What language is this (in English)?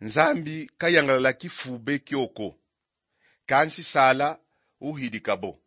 Kongo